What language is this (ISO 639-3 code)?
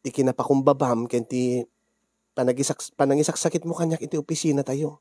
ilo